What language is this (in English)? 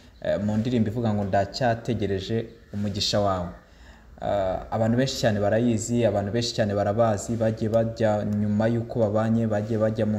Kinyarwanda